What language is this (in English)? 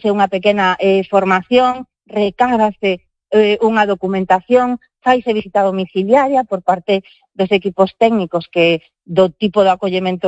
Galician